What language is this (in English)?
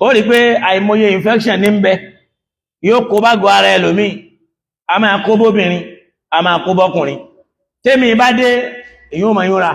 Yoruba